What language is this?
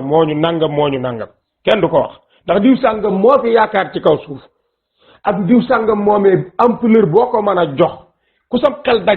Wolof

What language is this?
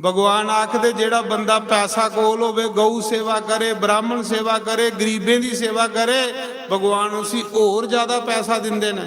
Dogri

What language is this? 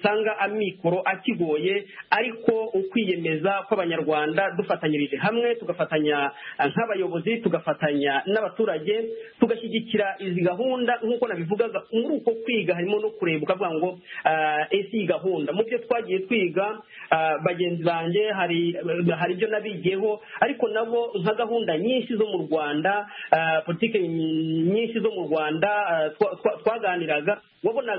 Kinyarwanda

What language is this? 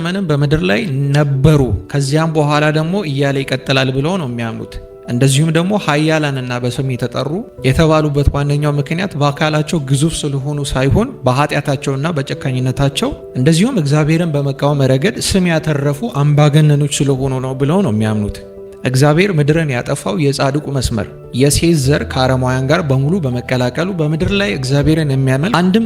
Amharic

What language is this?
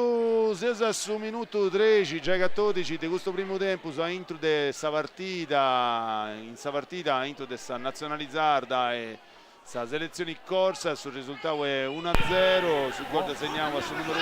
Sardinian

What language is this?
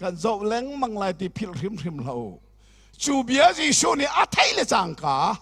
Hakha Chin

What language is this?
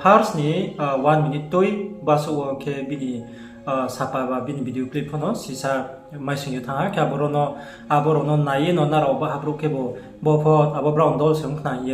Riang (India)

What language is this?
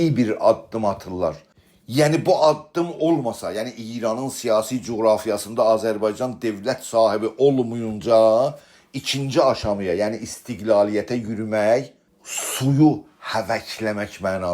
South Azerbaijani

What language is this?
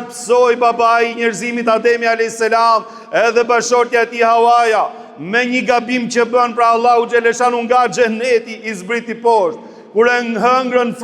Albanian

